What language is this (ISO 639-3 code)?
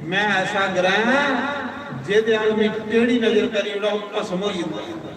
doi